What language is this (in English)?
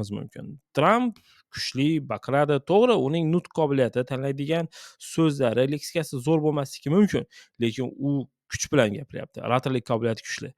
Uzbek